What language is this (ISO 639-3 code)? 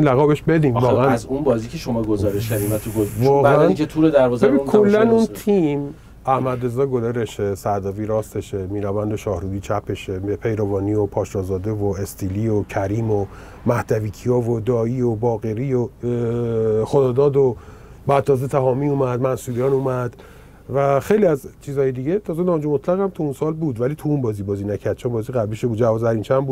fas